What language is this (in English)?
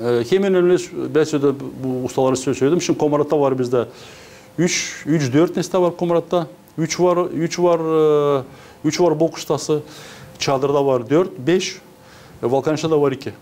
Gagauz